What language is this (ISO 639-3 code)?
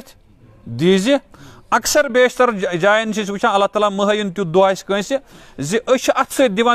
kas